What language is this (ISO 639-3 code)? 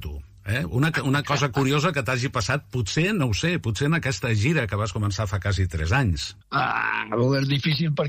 cat